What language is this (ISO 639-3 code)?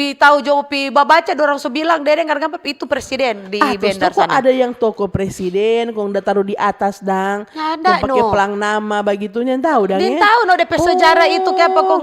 xmm